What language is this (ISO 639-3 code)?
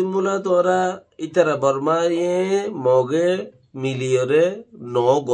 rhg